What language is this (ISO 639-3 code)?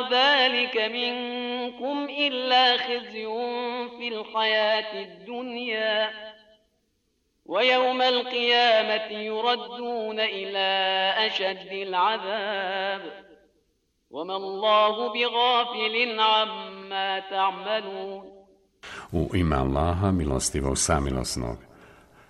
bos